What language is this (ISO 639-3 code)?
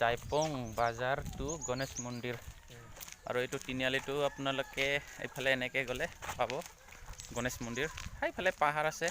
asm